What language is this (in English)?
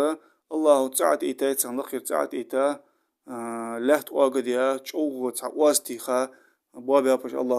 Ingush